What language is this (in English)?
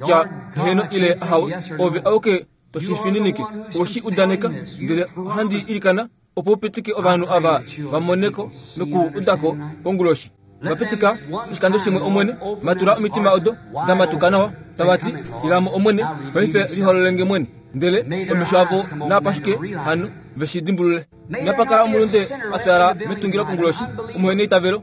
Kuanyama